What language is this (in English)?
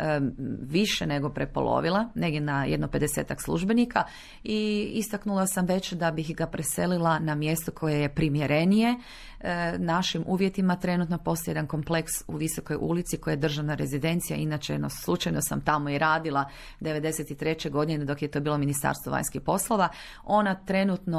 Croatian